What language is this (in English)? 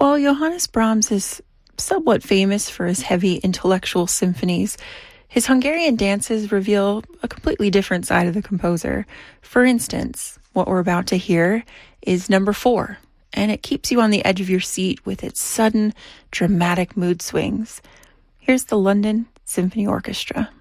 English